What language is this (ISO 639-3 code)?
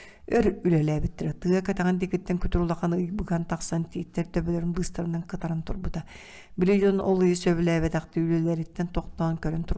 sah